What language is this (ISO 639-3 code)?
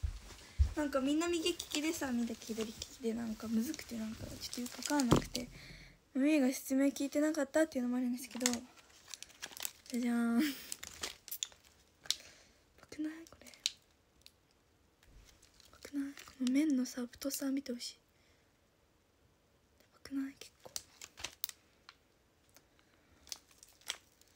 jpn